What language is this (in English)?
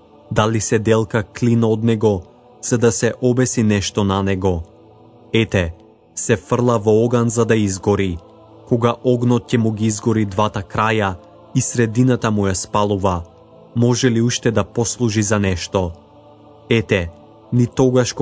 Macedonian